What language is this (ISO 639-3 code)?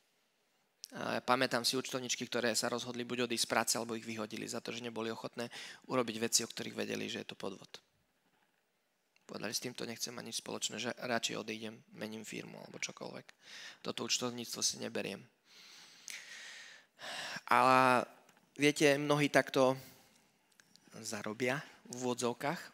slk